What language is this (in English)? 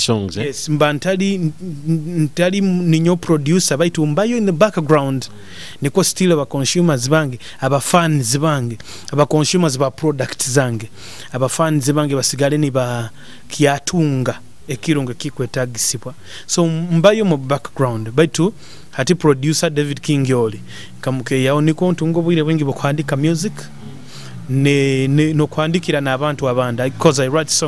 Nyoro